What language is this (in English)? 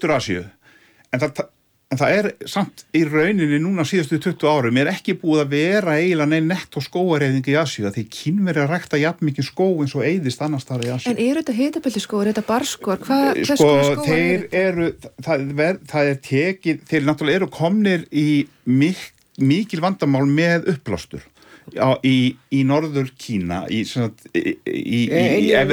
Icelandic